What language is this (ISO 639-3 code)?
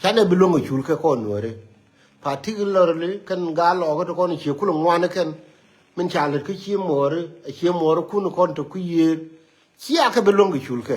nus